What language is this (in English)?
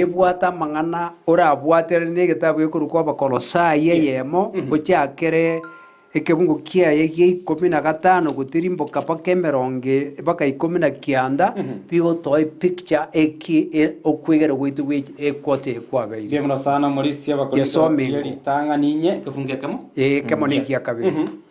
Gusii